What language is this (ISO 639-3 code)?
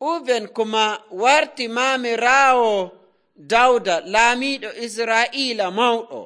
fuv